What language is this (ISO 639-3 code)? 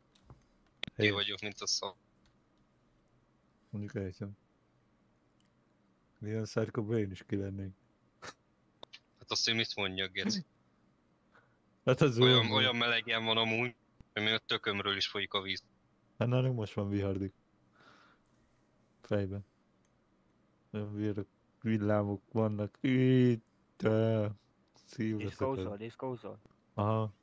hun